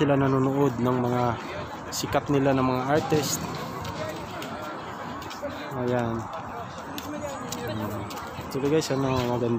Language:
Filipino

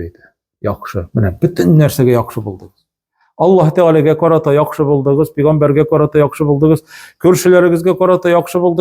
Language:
Tatar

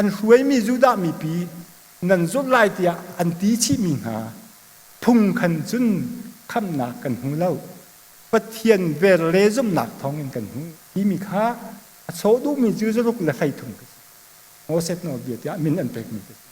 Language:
Hakha Chin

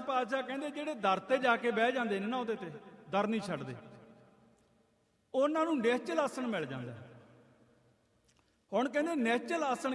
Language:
Punjabi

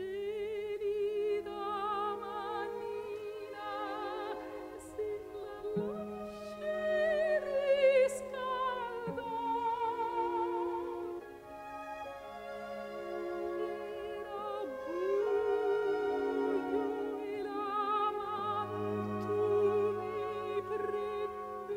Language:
Italian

